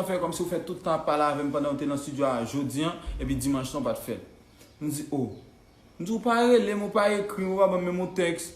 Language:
Haitian Creole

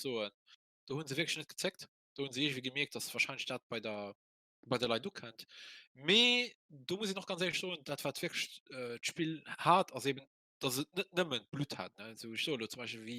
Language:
Luxembourgish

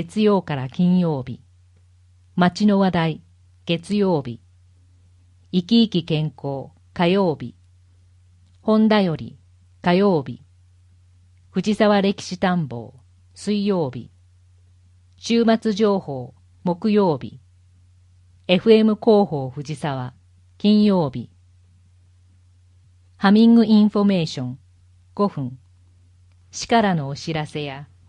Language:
Japanese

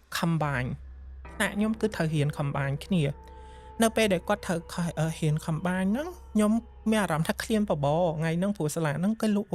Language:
Khmer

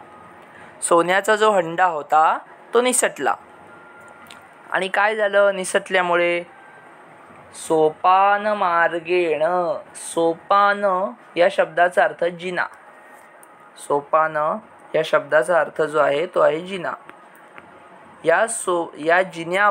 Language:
Marathi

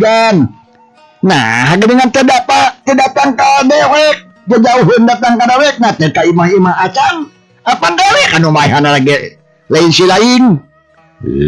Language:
Sundanese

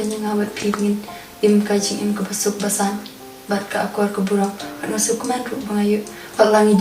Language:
Khasi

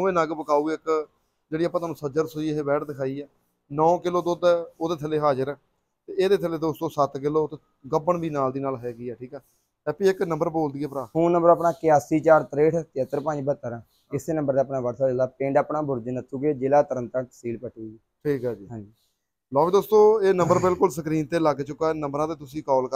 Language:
Punjabi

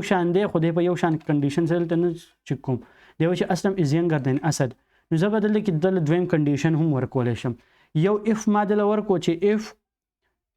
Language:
Pashto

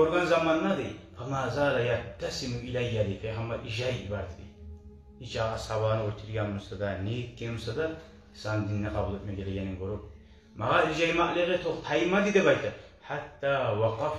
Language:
Kumyk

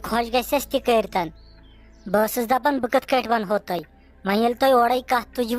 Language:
Kashmiri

